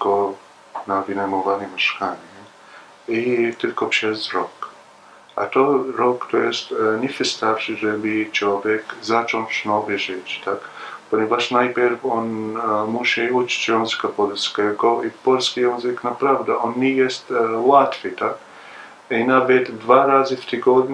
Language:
Polish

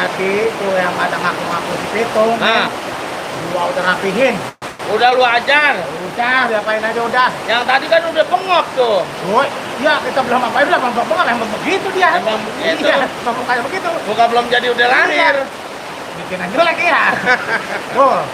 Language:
Betawi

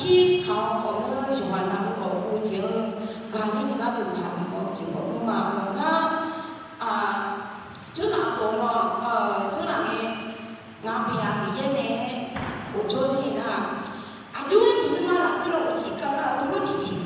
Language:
Akha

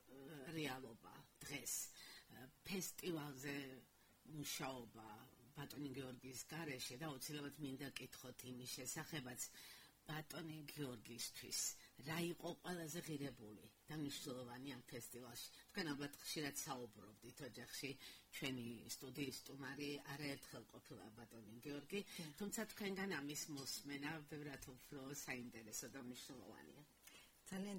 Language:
Georgian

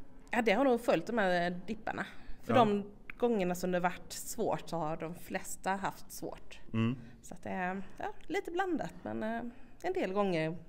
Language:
Swedish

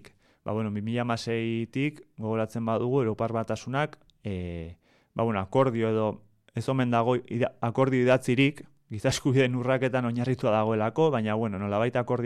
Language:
Basque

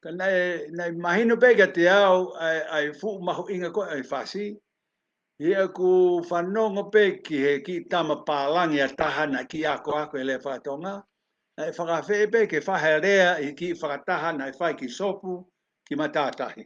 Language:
Tongan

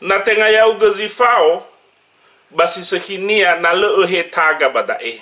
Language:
Nias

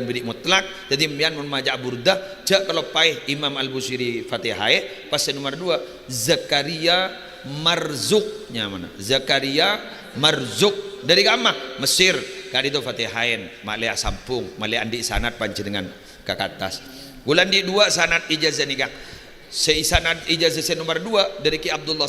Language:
Madurese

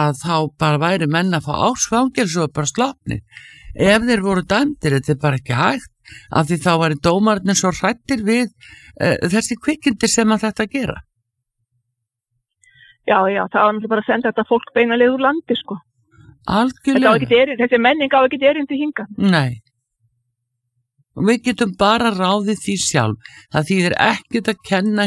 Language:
Icelandic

